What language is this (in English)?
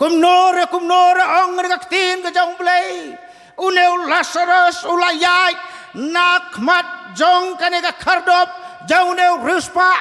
Khasi